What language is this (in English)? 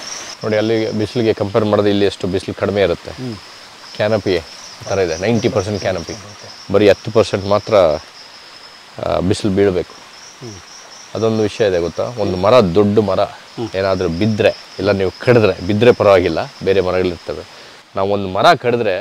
Kannada